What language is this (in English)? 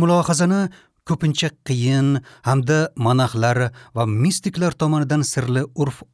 Uzbek